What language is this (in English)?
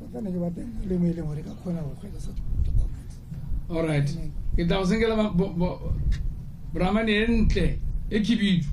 Tswana